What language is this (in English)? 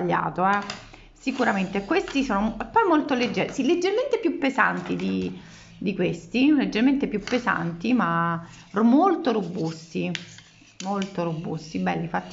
Italian